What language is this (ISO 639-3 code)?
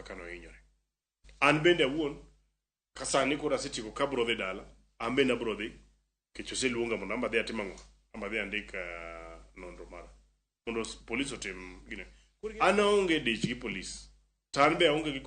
luo